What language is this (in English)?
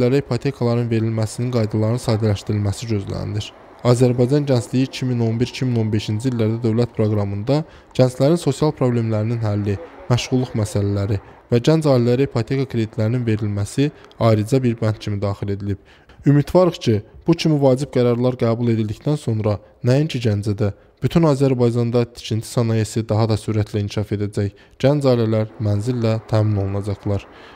Azerbaijani